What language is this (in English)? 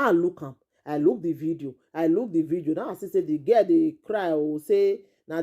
Nigerian Pidgin